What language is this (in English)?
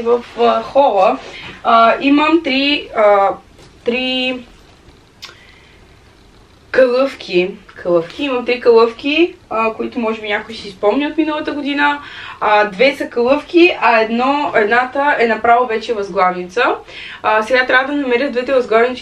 Bulgarian